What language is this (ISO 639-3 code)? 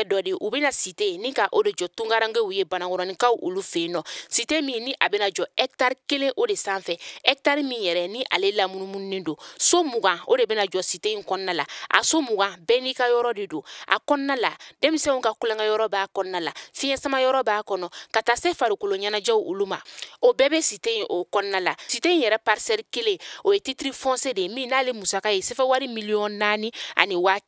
bam